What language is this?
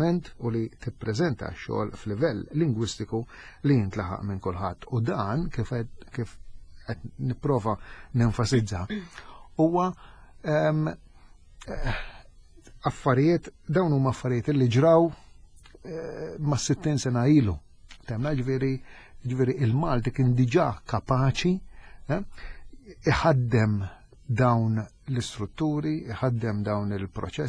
Maltese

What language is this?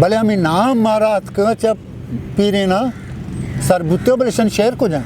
Eastern Balochi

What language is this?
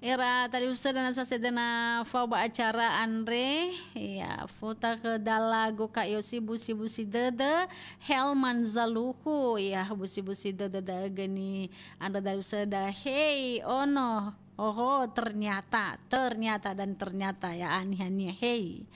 Nias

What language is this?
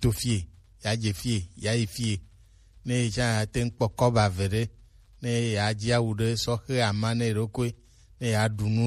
Gen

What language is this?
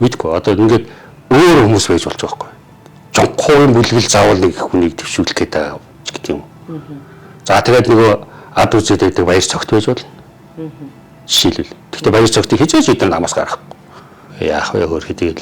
Mongolian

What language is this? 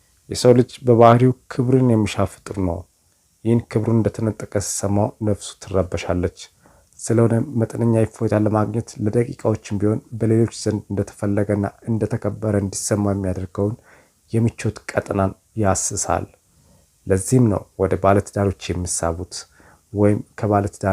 Amharic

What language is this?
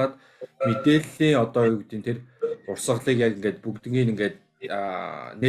Mongolian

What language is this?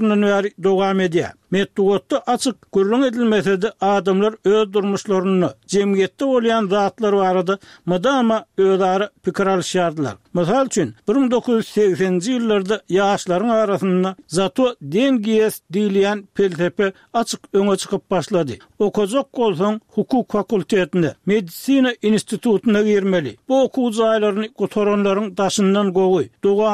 Turkmen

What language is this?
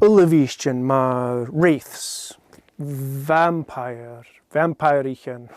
Scottish Gaelic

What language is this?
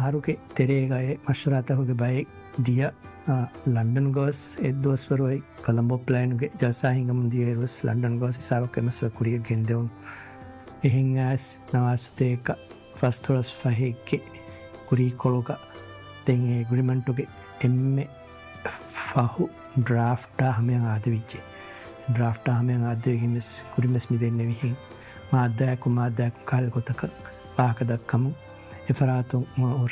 Divehi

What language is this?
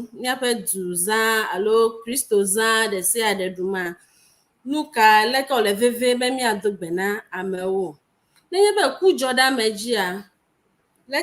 Ewe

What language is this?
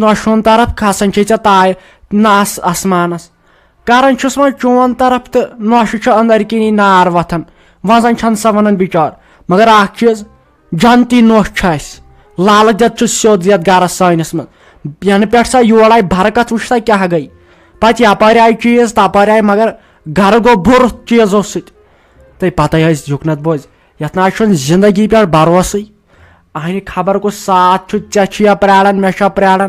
Kashmiri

